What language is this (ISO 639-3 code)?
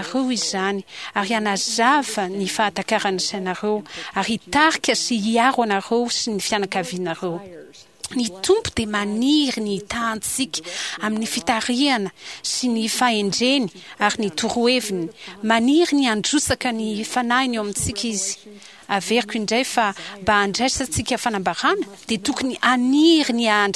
mlg